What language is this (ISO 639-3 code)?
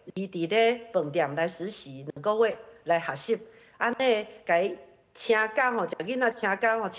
nan